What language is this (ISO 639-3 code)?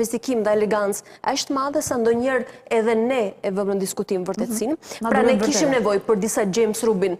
sqi